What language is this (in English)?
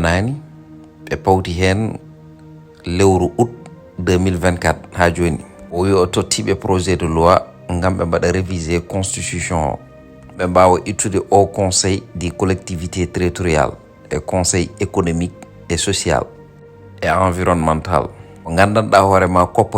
Fula